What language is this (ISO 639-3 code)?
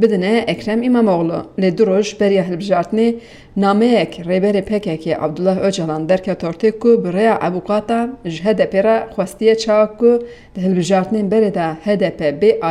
kur